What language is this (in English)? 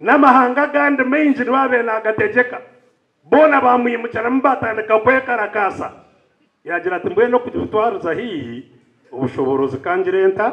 Nyankole